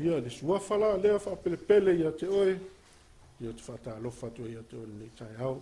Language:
Samoan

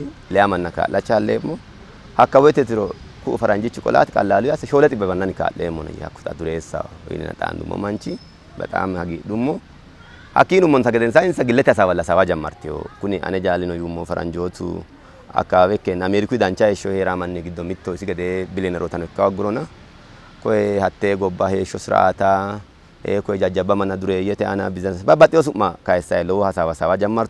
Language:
Sidamo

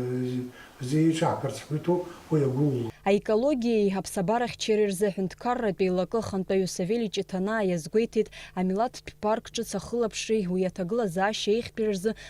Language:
Abkhazian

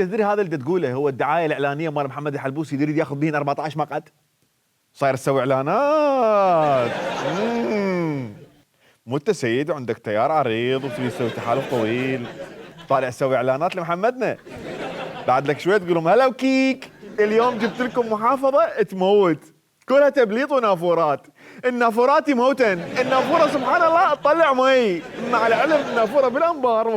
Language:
Mesopotamian Arabic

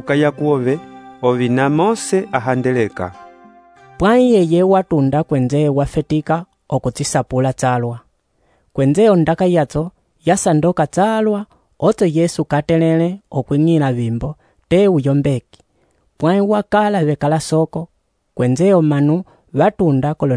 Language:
Umbundu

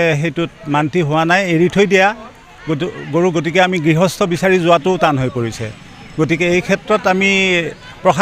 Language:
Assamese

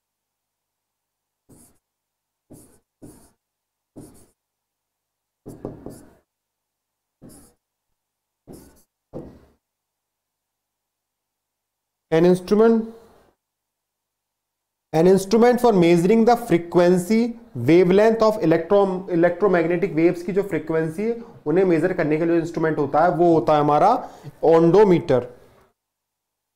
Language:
Hindi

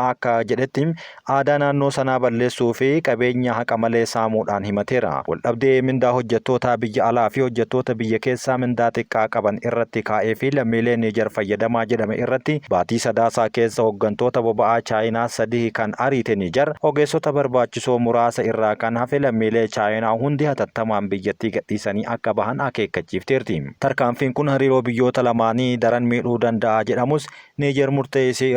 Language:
Oromo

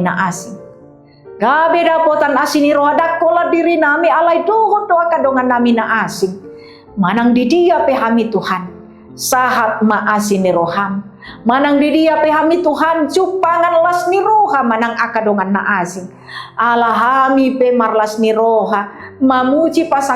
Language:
Batak Toba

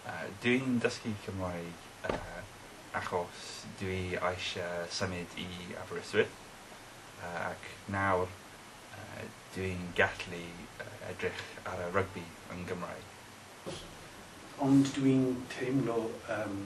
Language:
Welsh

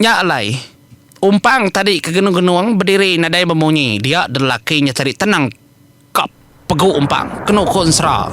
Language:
Iban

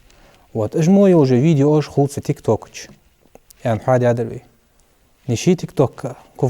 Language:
Ingush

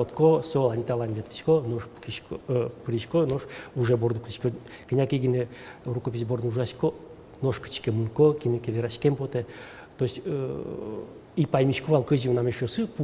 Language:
Udmurt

